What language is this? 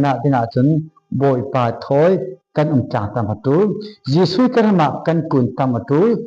Falam Chin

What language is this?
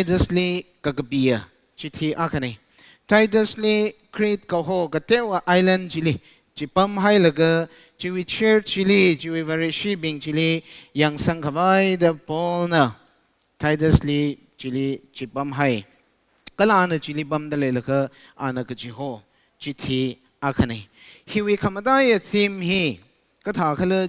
Tangkhul Naga (India)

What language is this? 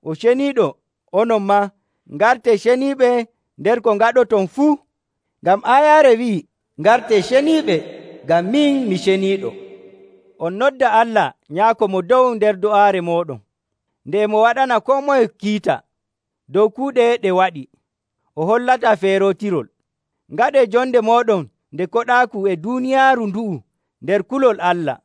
Nigerian Fulfulde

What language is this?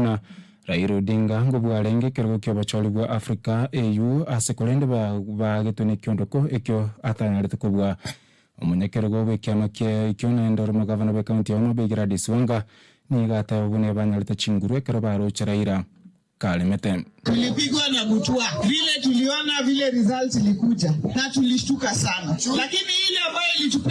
Gusii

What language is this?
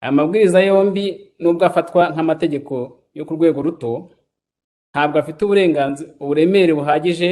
Kinyarwanda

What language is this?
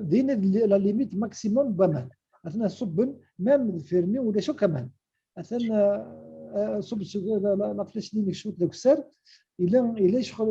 Kabyle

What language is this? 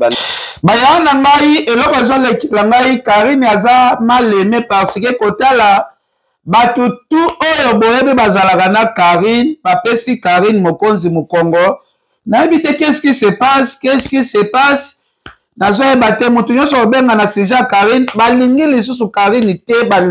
Lingala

